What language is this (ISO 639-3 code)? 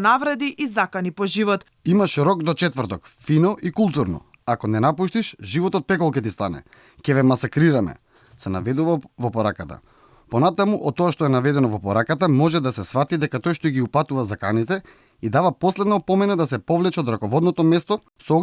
mkd